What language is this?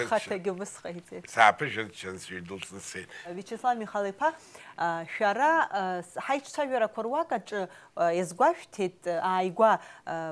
Abkhazian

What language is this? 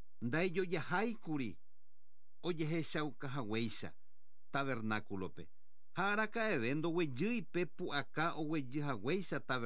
Guarani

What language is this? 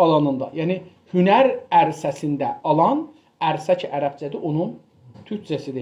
South Azerbaijani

